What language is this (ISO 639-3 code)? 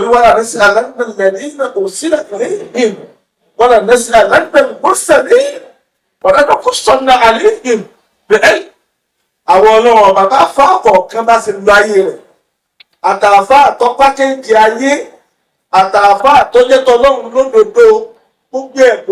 yor